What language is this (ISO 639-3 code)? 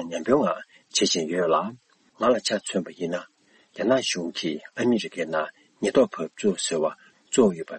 bod